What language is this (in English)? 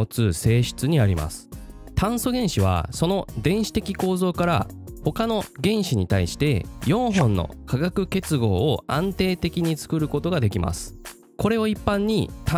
Japanese